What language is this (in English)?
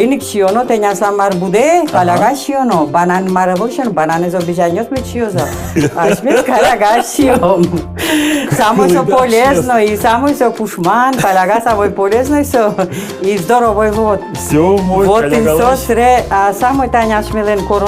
Udmurt